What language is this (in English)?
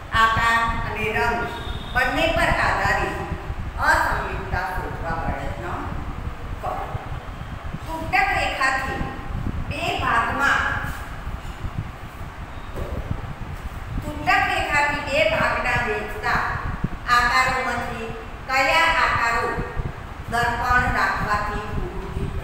Gujarati